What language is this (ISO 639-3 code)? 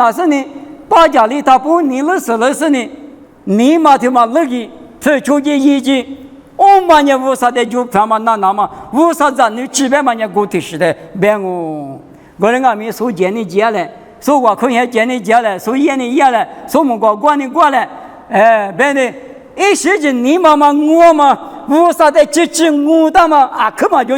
lis